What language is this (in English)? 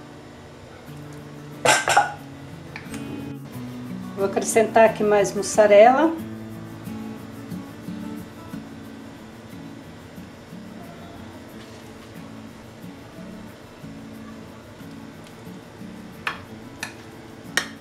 Portuguese